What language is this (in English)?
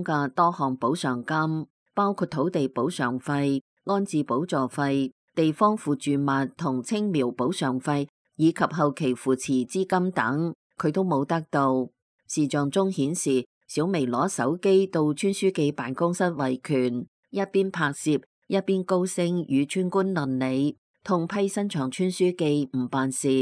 Cantonese